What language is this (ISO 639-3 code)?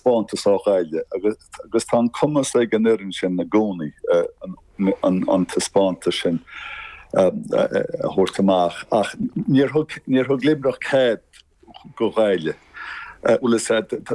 gle